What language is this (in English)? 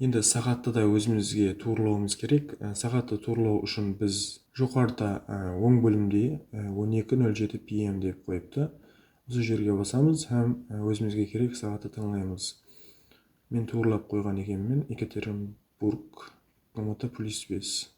Kara-Kalpak